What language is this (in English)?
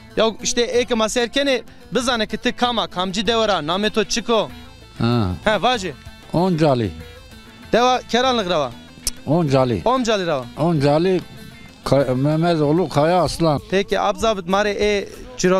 Zaza